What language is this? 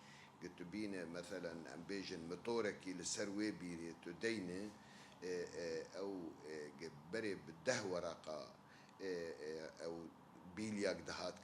Kurdish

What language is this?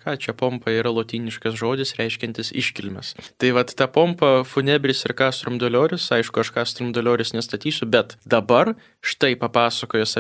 Lithuanian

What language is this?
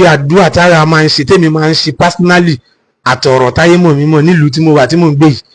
Yoruba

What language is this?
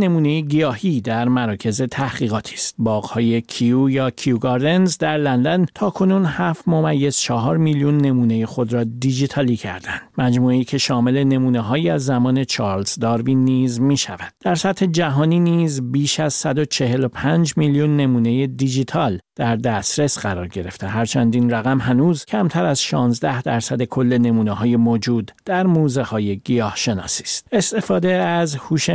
Persian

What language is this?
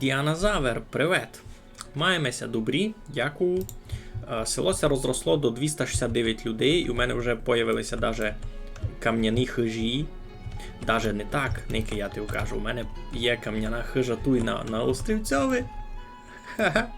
Rusyn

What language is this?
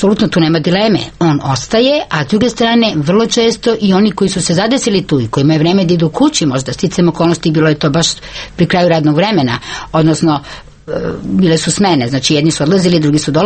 Serbian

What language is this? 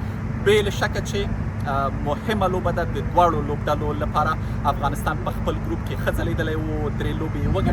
Pashto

